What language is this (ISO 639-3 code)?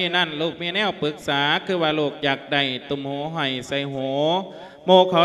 lao